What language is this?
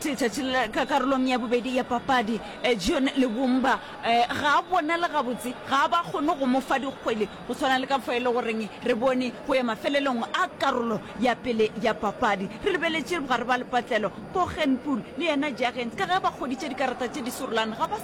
Northern Sotho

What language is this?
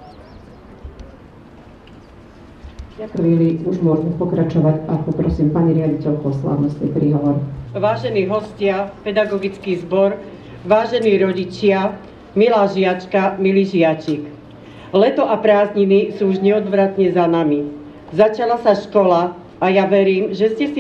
Slovak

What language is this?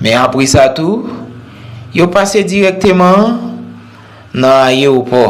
Haitian Creole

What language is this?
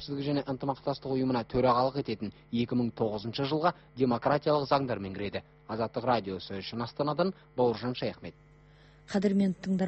Kazakh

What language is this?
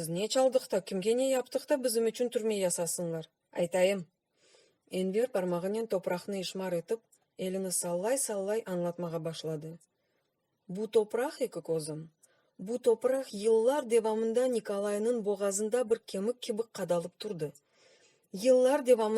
Crimean Tatar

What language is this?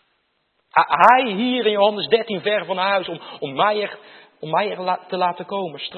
Dutch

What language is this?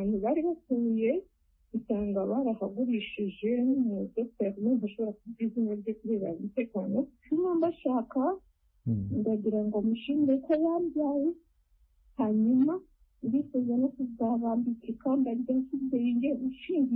Kinyarwanda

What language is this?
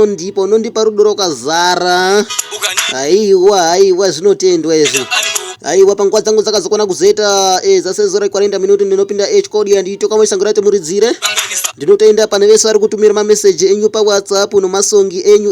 Shona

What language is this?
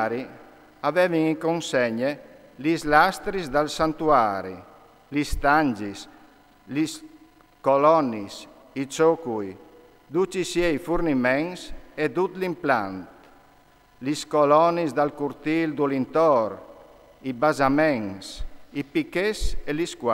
Friulian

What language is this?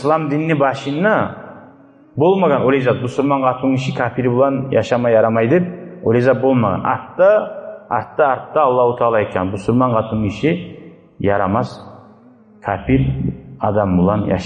Kumyk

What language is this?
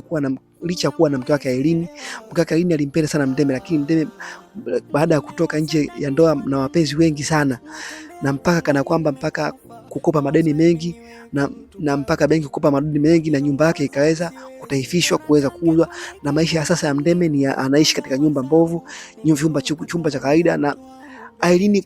Swahili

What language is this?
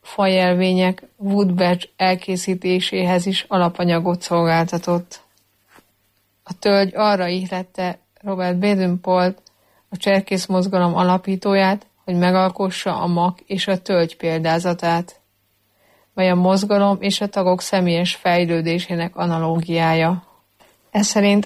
Hungarian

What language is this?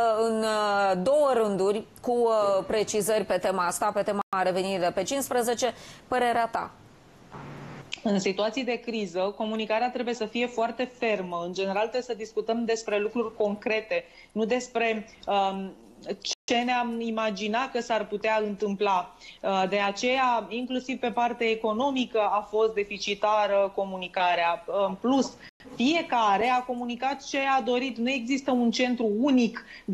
Romanian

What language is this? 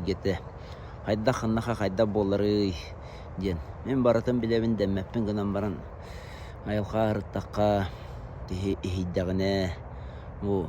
Yakut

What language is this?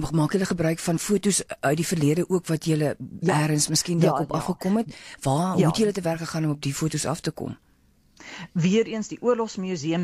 Afrikaans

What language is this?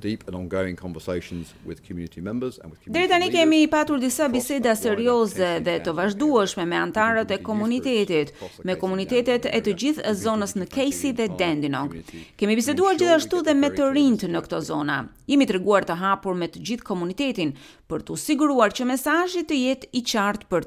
Albanian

